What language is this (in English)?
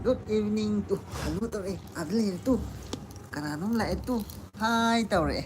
Manipuri